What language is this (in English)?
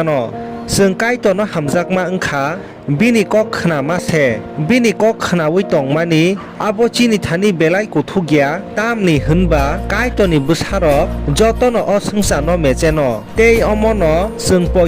Kok Borok